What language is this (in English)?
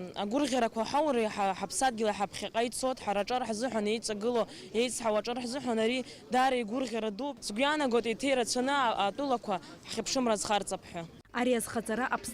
Abkhazian